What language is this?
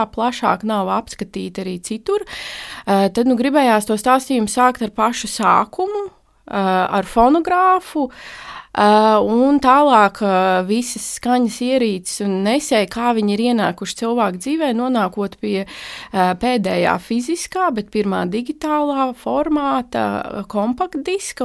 Latvian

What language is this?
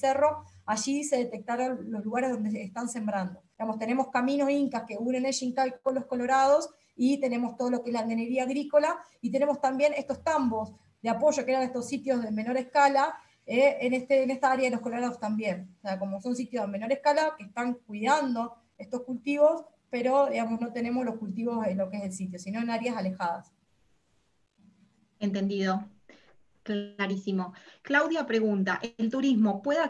Spanish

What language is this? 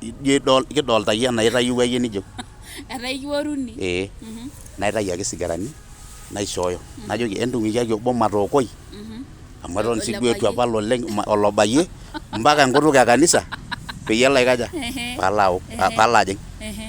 Masai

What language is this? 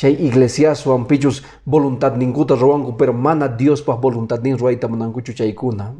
Quechua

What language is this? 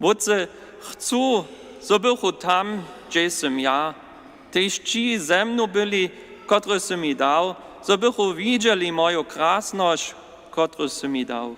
Upper Sorbian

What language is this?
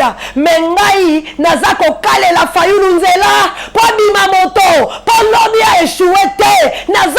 Lingala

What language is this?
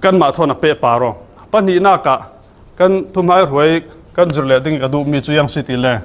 Falam Chin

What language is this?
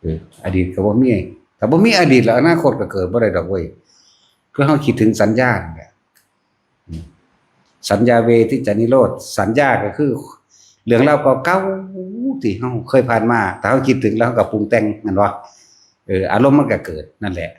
Northeastern Thai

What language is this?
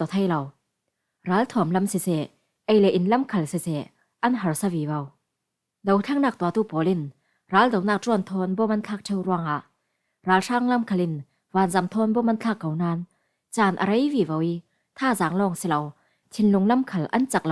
Falam Chin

